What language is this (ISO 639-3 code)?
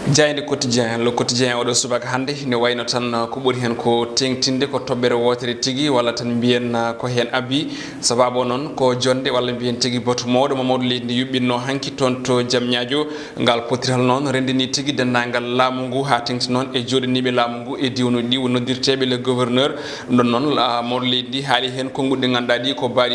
ful